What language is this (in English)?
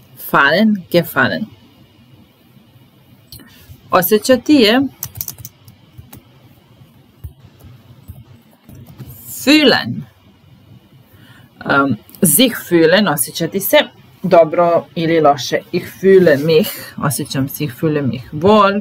Serbian